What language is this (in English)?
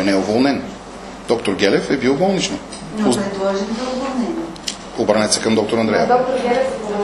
Bulgarian